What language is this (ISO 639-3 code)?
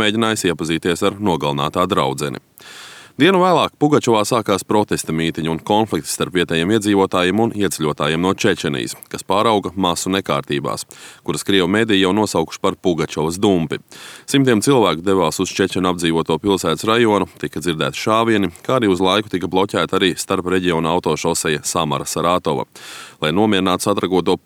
lav